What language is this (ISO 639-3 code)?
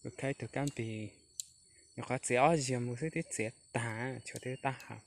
hmn